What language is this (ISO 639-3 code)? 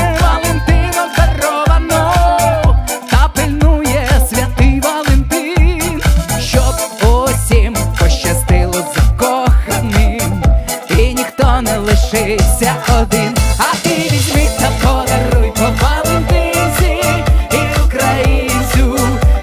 ukr